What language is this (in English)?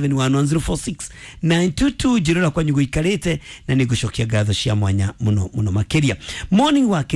Kikuyu